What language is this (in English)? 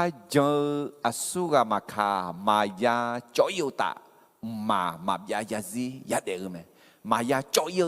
Akha